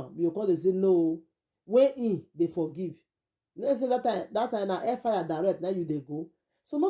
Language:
Nigerian Pidgin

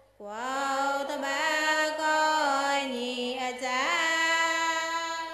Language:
Mon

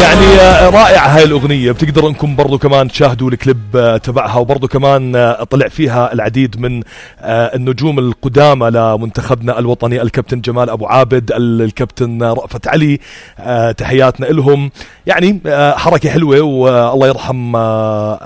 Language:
North Levantine Arabic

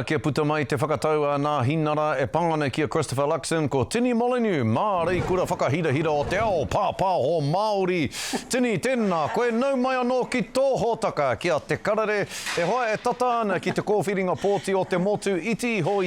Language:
Māori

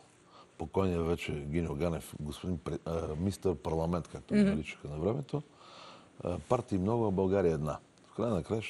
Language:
Bulgarian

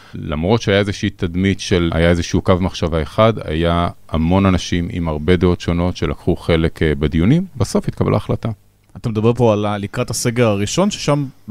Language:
Hebrew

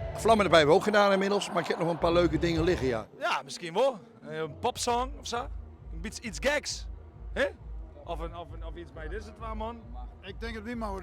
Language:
Western Frisian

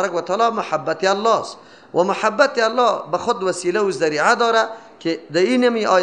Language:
Persian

